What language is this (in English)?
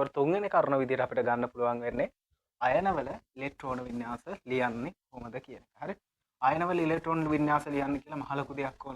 Sinhala